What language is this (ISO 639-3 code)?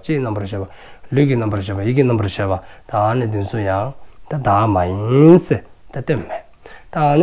dzo